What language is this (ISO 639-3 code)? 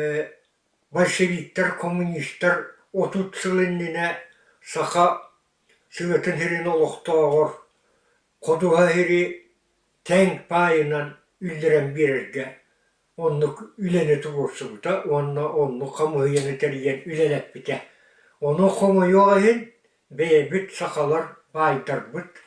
sah